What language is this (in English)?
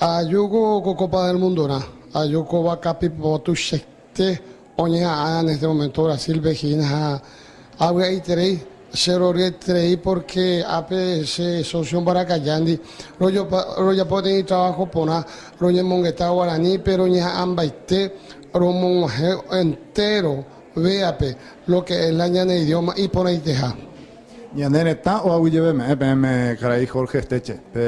Guarani